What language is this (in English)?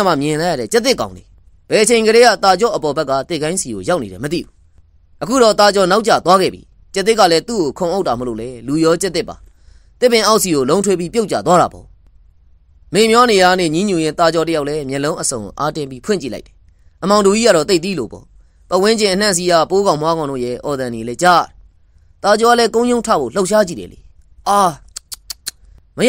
Burmese